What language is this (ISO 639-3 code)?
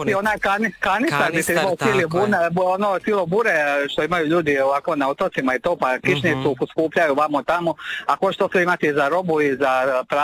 hrv